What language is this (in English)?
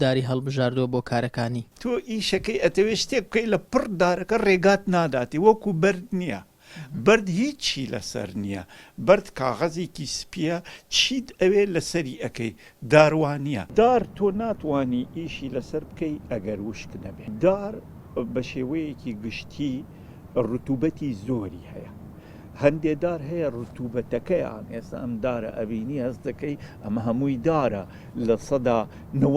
Central Kurdish